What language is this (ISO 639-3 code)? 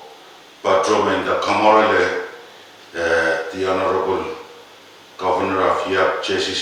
pon